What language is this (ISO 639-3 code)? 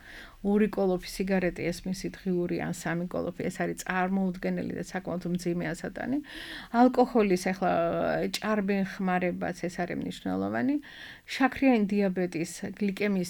kat